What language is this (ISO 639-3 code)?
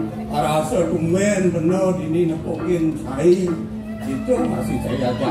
ban